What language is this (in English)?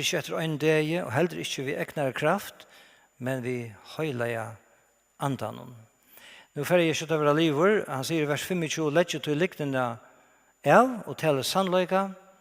Faroese